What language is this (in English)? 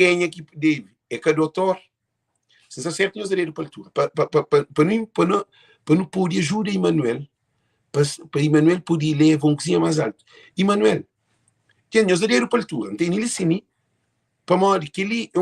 Kabuverdianu